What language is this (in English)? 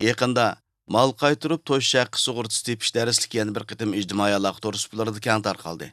Uyghur